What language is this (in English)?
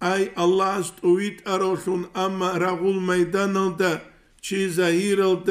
Avaric